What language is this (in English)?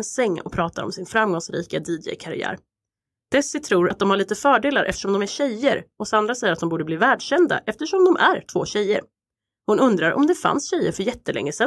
Swedish